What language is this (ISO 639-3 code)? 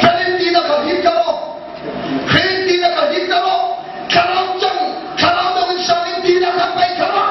hmr